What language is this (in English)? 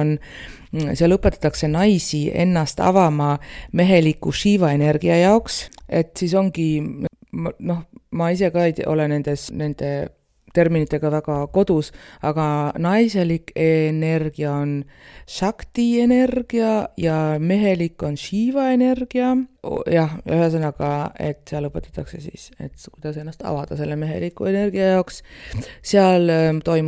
Estonian